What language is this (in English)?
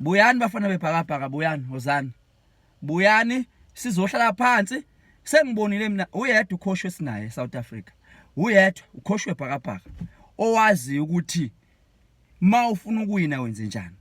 Zulu